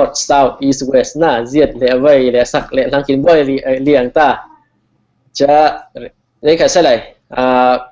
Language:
Falam Chin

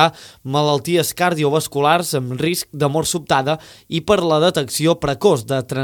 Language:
Catalan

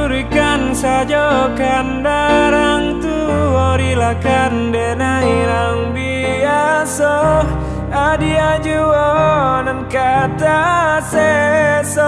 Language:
Minangkabau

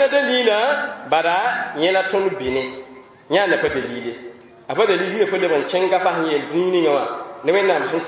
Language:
Mossi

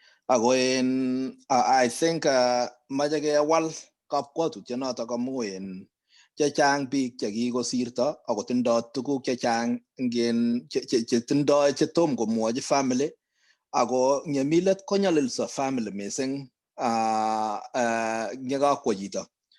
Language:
Kalenjin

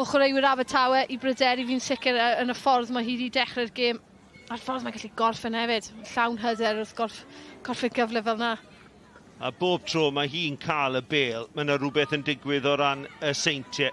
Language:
Welsh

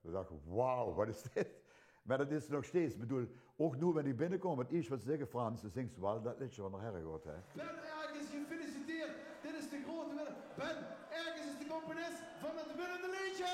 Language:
Limburgish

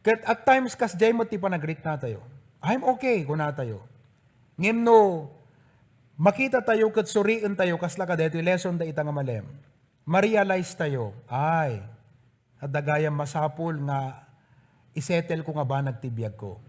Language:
Iloko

